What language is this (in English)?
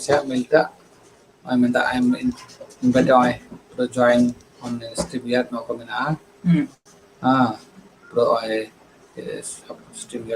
Santali